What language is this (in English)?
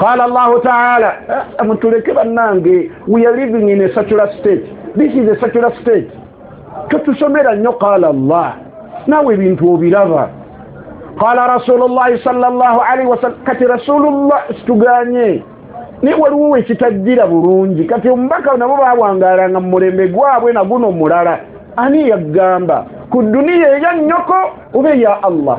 Ganda